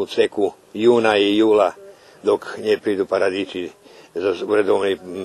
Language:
Rusyn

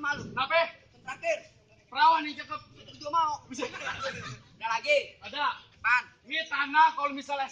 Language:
Betawi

